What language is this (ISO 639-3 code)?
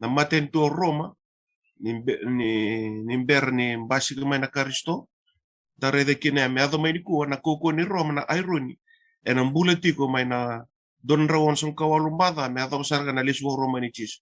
fij